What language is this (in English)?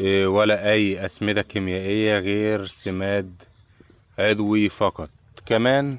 Egyptian Arabic